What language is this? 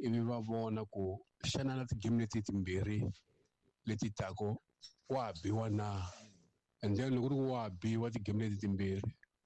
Tsonga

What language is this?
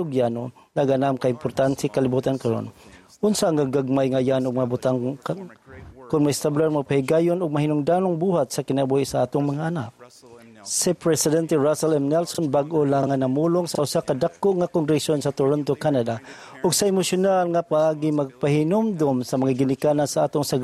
Cebuano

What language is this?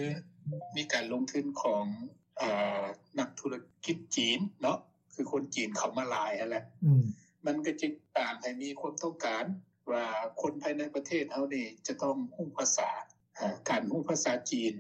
Lao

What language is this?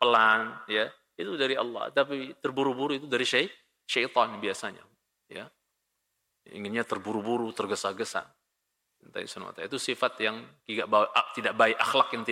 Indonesian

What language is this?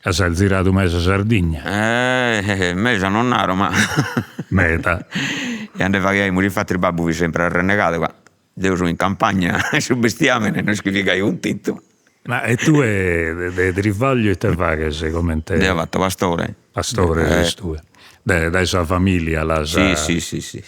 Sardinian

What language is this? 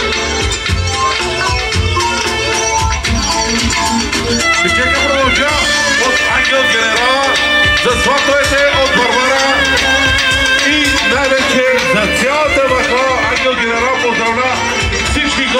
Bulgarian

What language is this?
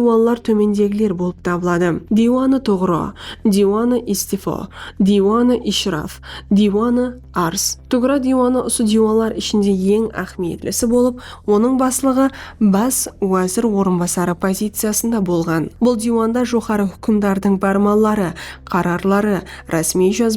Kara-Kalpak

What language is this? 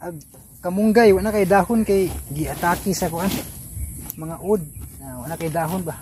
Cebuano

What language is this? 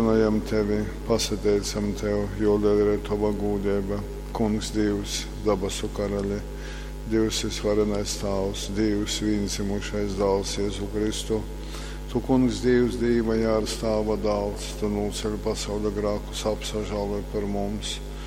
Latgalian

